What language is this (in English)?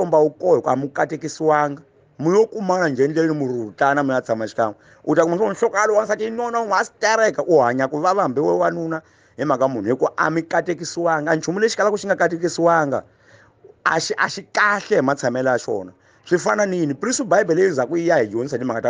Tsonga